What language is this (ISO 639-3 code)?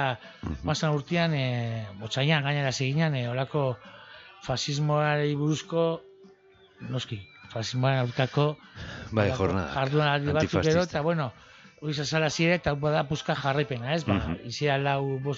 eus